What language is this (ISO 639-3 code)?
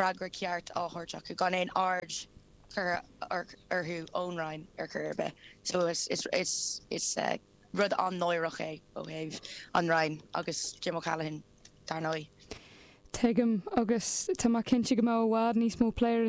gle